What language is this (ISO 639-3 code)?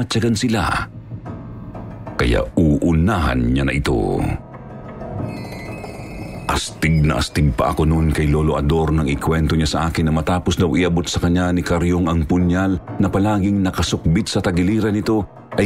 fil